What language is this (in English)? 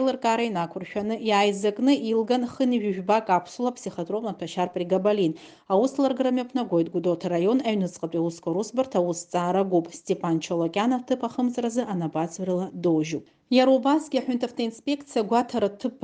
Abkhazian